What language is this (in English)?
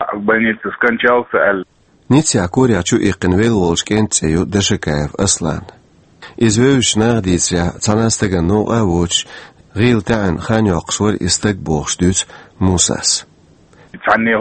Chechen